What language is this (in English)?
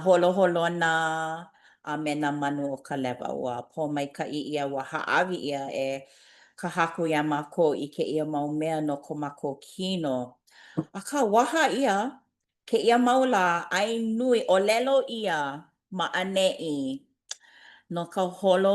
Hawaiian